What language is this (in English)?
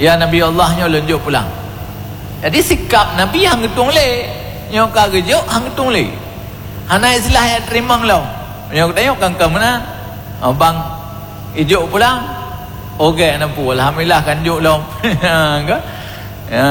Achinese